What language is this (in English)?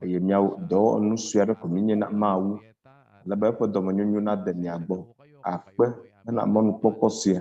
Ewe